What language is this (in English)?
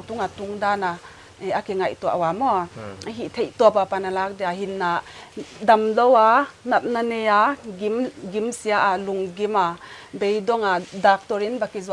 Paite Chin